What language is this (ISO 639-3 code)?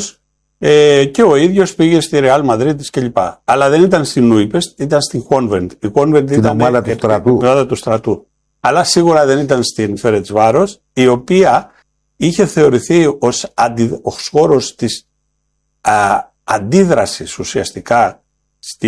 ell